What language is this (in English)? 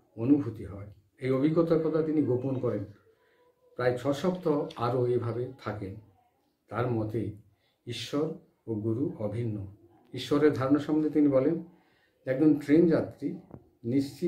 Bangla